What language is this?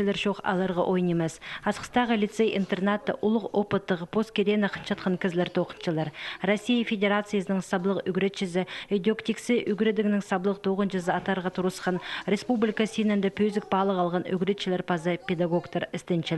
Khakas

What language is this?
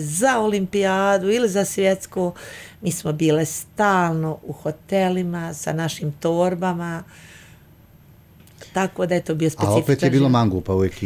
Bosnian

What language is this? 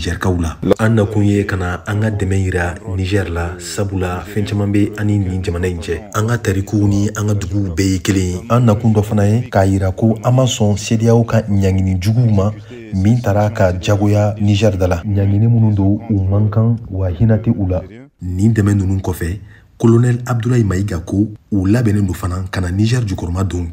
Bambara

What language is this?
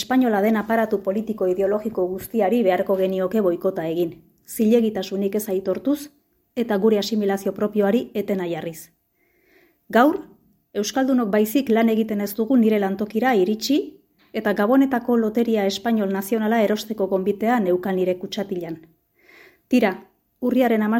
Basque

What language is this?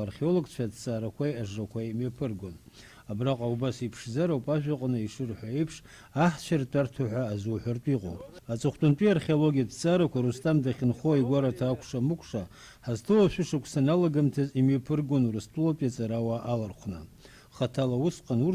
Abkhazian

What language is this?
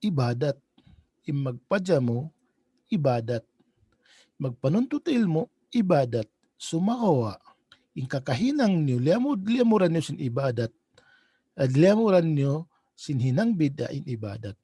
Tausug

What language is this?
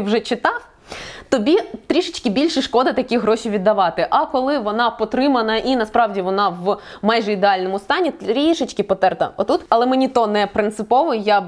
Ukrainian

